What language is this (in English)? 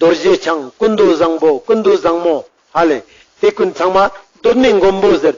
Ladakhi